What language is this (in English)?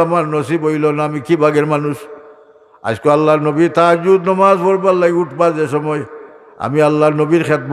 Sylheti